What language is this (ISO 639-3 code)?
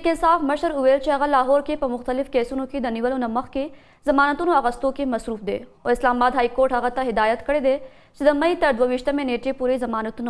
pus